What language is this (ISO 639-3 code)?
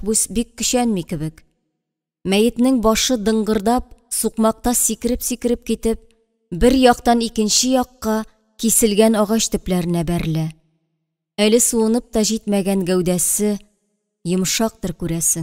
tat